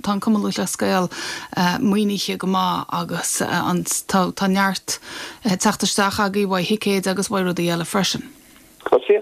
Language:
Irish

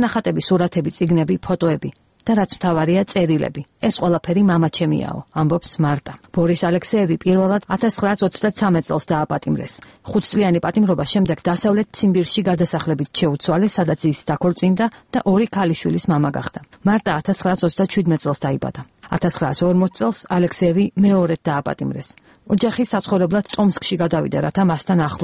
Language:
Georgian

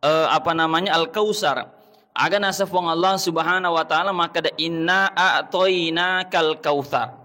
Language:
Buginese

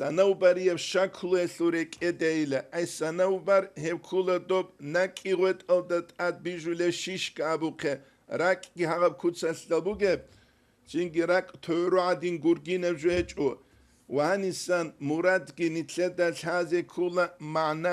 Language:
Avaric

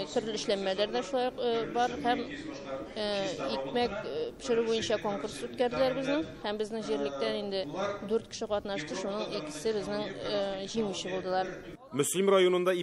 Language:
Tatar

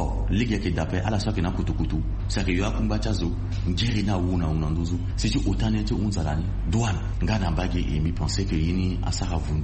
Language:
Sango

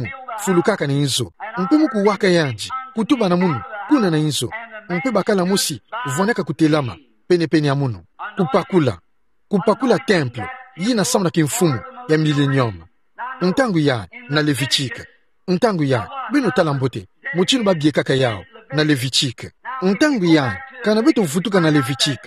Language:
Kituba (Democratic Republic of Congo)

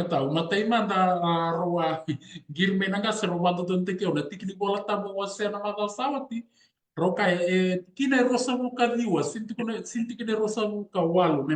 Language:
Fijian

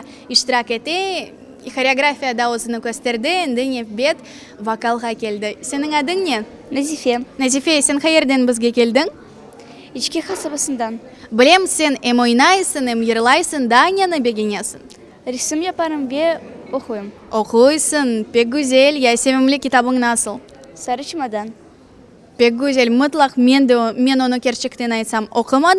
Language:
Crimean Tatar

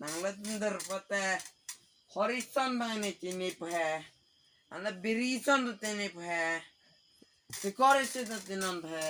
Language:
Karbi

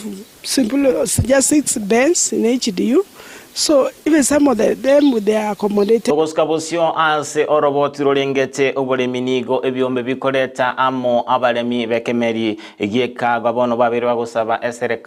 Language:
Gusii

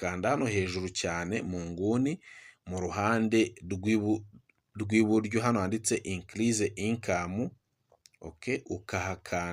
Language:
Kinyarwanda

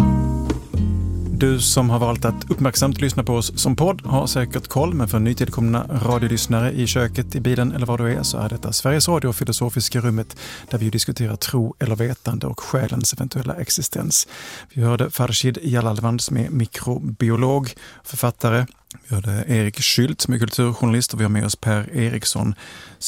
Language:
Swedish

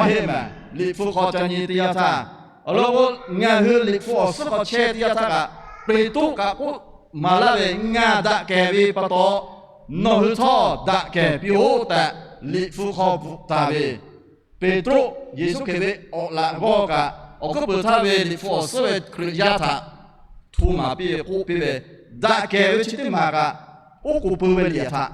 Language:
Lahu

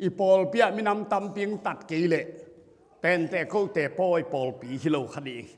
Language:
Tedim Chin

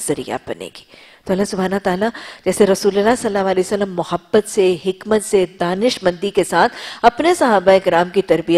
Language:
Urdu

